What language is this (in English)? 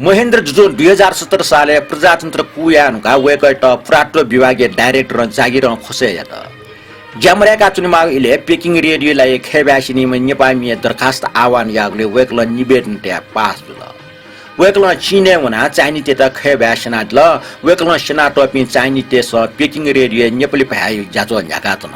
Newari